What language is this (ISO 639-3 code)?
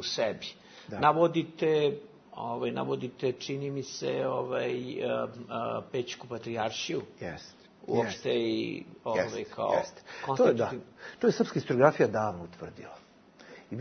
bos